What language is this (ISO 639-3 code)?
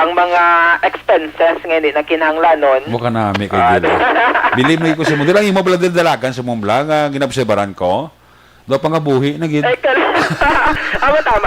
hil